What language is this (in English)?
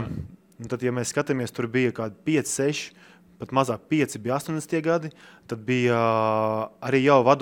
Latvian